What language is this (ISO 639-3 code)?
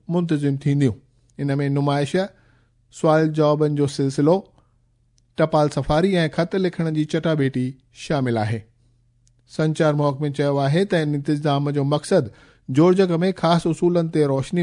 snd